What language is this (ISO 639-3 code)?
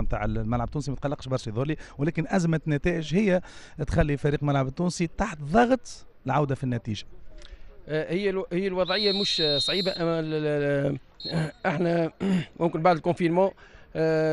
aeb